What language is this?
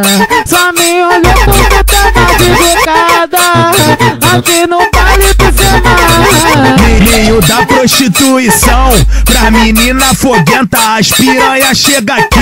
Portuguese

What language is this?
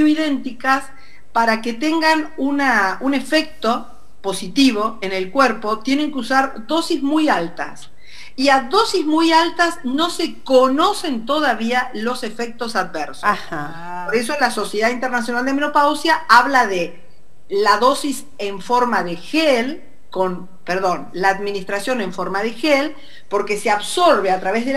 Spanish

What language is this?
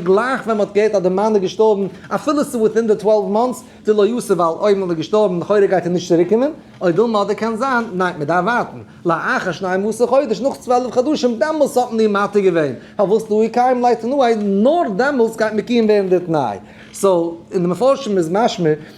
Yiddish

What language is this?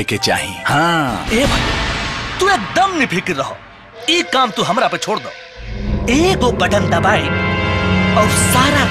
Bhojpuri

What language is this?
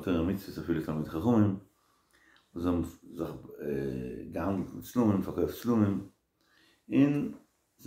Yiddish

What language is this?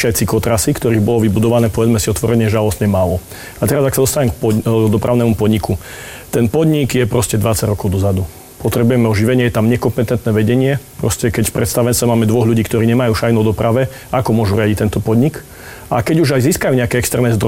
Slovak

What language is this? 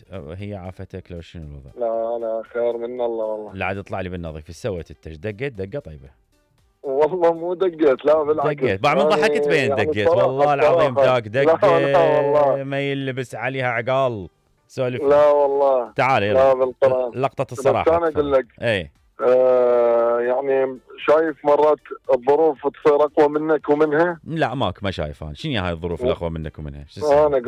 Mesopotamian Arabic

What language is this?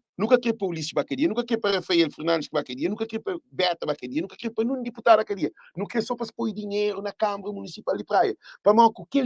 Kabuverdianu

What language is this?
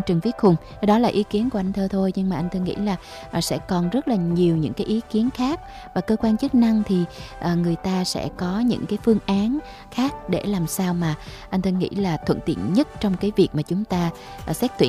Vietnamese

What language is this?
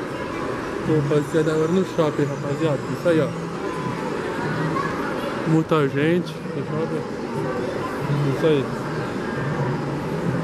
Portuguese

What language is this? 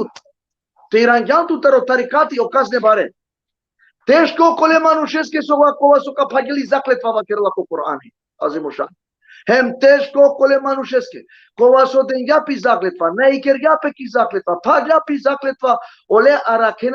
Balkan Romani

